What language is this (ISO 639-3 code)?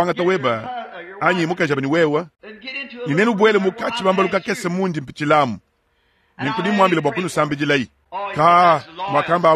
lua